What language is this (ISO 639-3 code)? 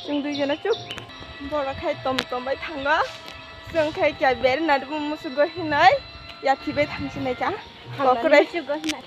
trp